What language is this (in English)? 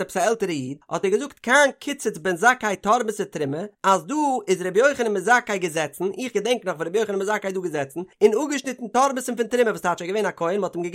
Yiddish